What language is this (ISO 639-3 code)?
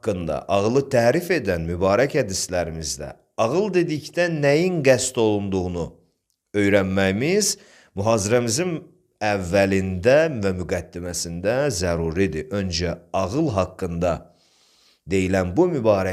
aze